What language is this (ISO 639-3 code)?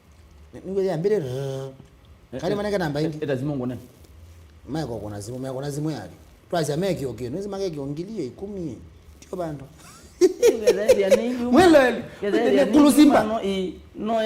kam